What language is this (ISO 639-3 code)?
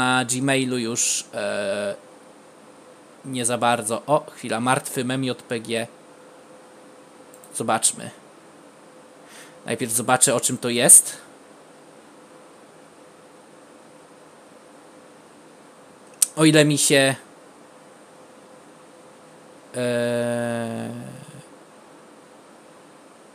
pol